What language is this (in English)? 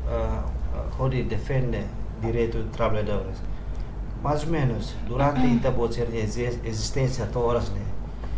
Tetum